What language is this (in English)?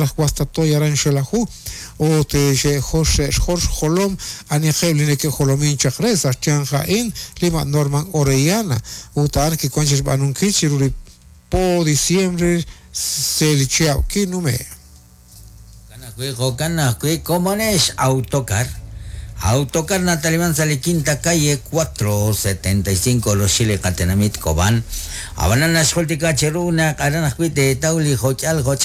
Kekchí